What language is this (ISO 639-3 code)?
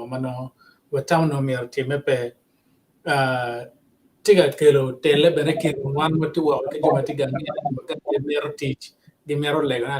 ach